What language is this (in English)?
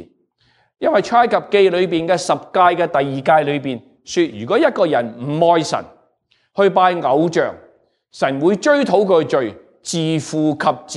Cantonese